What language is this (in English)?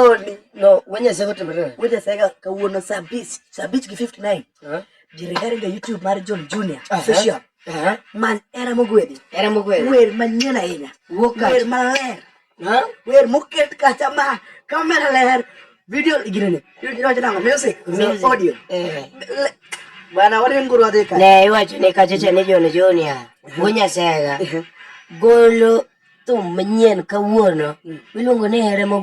Luo (Kenya and Tanzania)